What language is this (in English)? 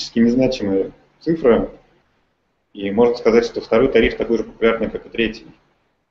Russian